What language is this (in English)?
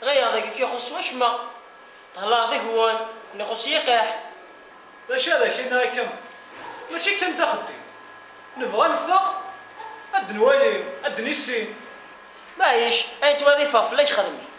Kabyle